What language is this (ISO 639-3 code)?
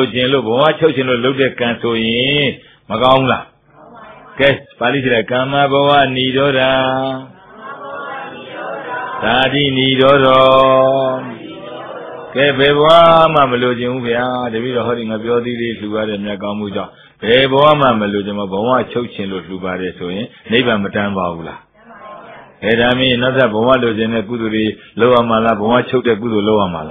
mya